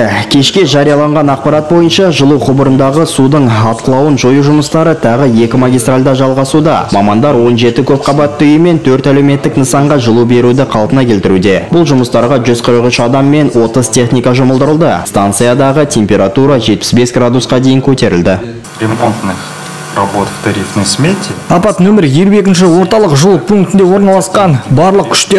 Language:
Kazakh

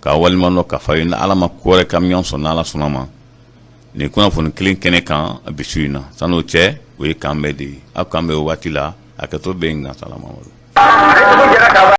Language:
Bambara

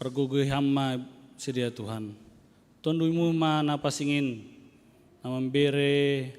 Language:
Batak Simalungun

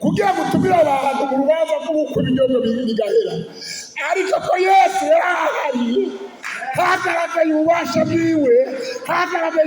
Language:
Rundi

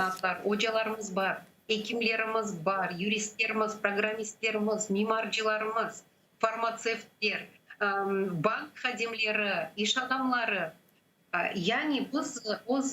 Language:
Crimean Tatar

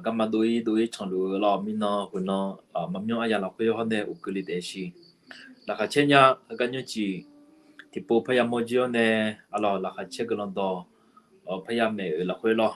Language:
Akha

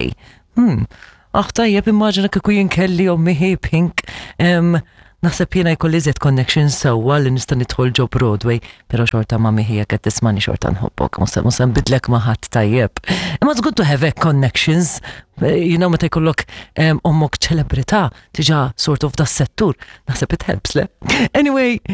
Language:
Maltese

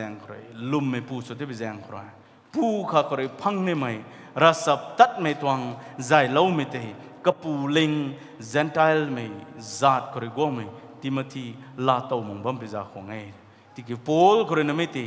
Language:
Rongmei Naga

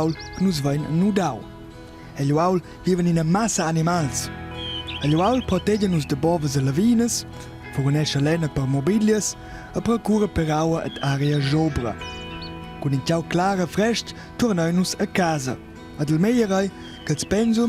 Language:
Romansh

